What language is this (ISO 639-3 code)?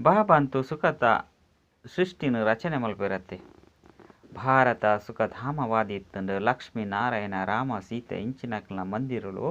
tcy